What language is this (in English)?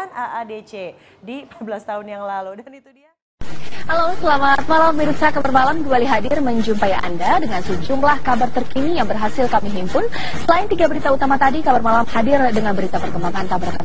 Indonesian